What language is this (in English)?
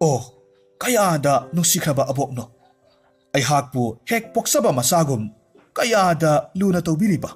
Manipuri